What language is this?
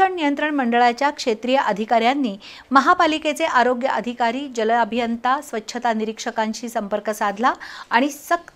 Marathi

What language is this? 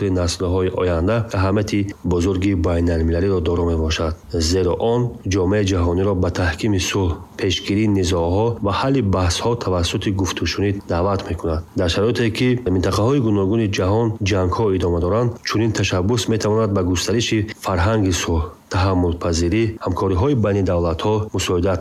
Tajik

